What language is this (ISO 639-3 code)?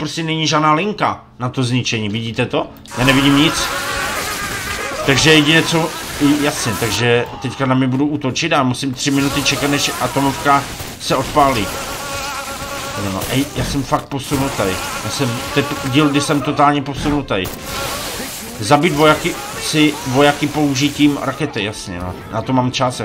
ces